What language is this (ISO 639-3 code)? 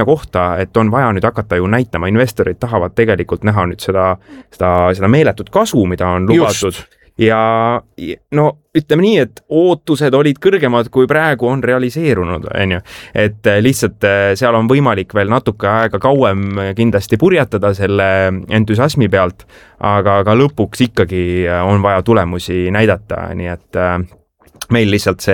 est